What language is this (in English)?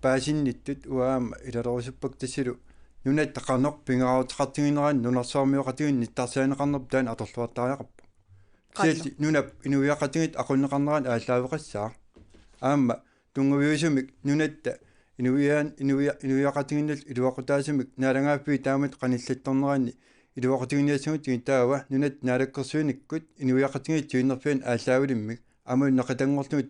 Kalaallisut